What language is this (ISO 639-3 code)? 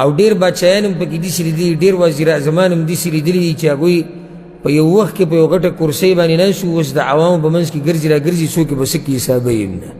pus